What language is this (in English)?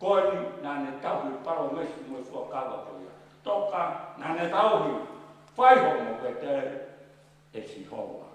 Tongan